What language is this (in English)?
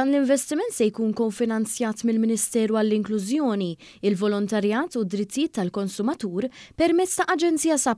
Maltese